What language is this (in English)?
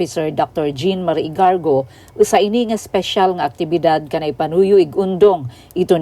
Waray